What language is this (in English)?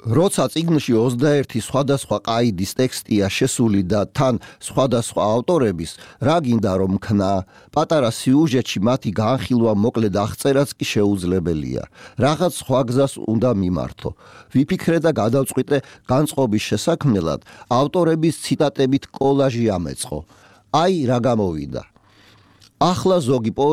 Georgian